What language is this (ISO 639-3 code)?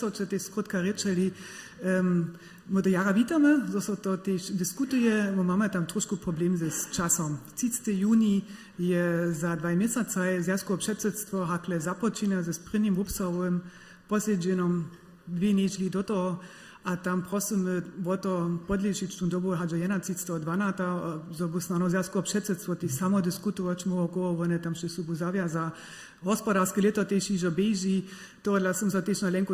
hsb